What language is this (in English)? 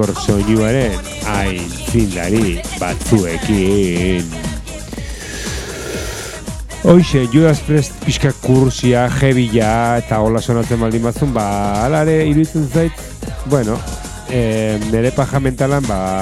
Basque